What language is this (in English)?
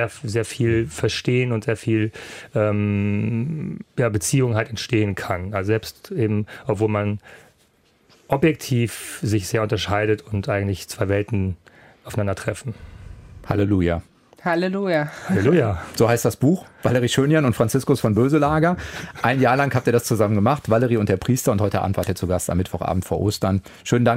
German